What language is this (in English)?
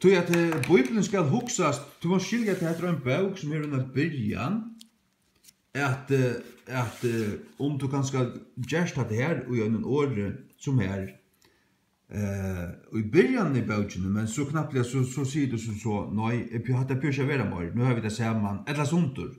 Faroese